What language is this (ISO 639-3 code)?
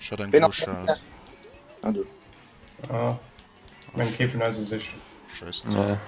ltz